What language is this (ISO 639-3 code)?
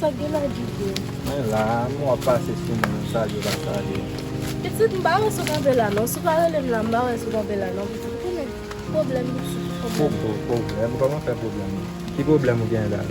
hat